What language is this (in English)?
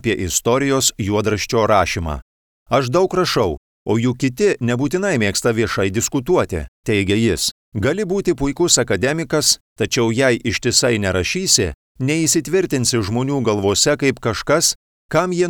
Lithuanian